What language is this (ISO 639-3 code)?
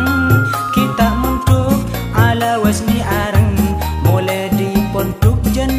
mad